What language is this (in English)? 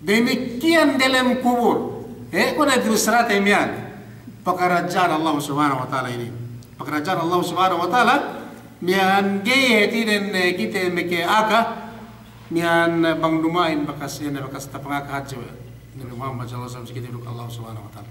Yakan